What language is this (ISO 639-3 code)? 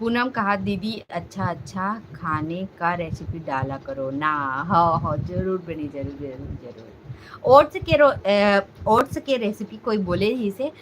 hne